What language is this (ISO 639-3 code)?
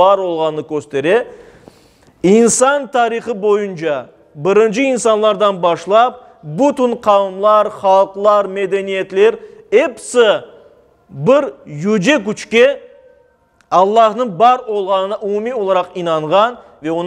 crh